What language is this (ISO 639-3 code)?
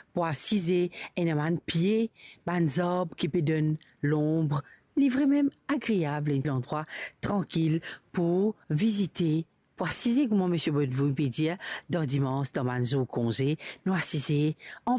mfe